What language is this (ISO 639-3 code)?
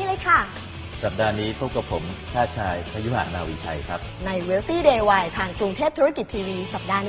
tha